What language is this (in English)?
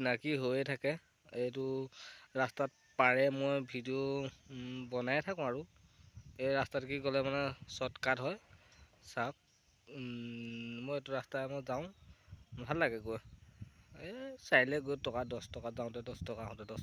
Assamese